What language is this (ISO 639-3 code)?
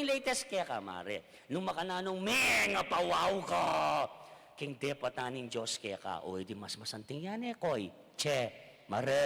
pam